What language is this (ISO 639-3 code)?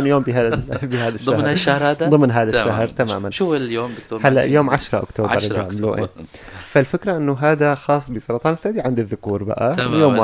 apc